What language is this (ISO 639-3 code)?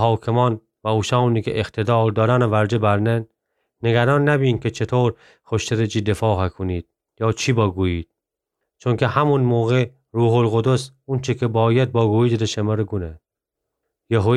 glk